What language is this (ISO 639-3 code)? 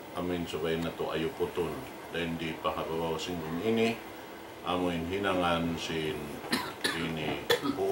tsg